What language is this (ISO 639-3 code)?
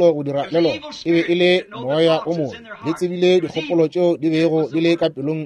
nso